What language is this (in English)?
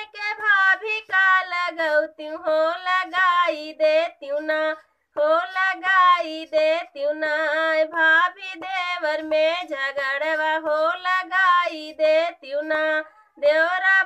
Bhojpuri